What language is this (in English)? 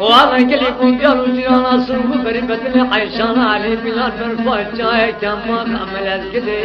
Kurdish